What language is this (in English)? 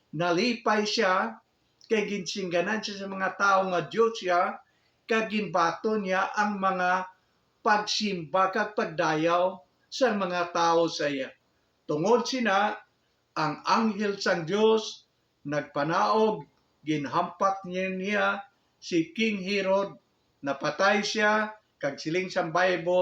Hiligaynon